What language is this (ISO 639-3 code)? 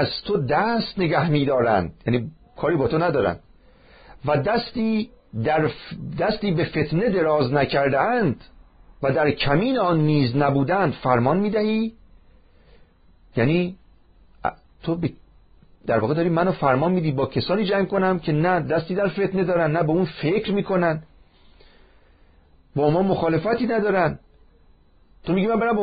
fas